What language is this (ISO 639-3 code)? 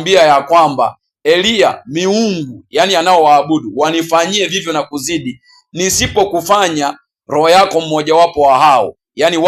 swa